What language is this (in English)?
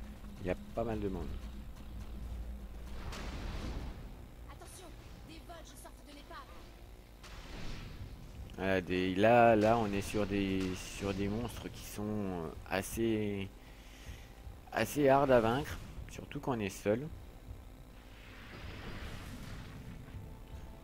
French